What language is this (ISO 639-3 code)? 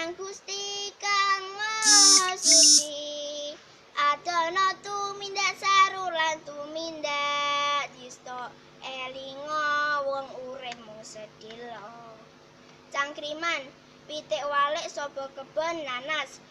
jav